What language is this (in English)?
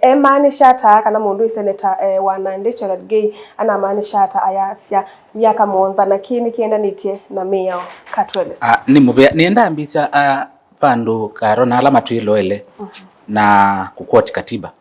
Kamba